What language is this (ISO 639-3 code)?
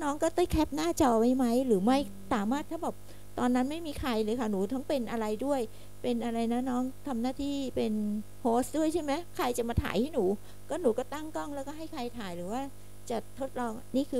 tha